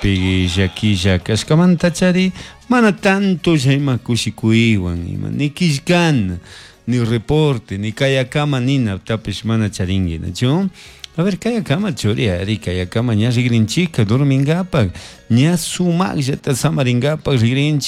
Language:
Chimborazo Highland Quichua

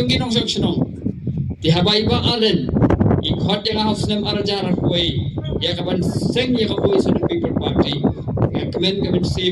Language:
Khasi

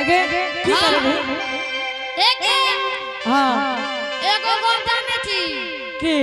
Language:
Angika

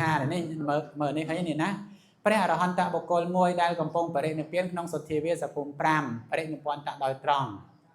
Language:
Khmer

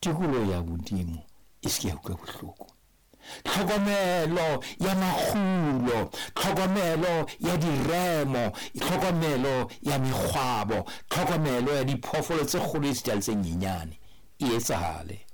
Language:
Southern Sotho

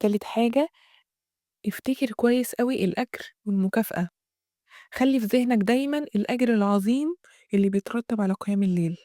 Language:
Egyptian Arabic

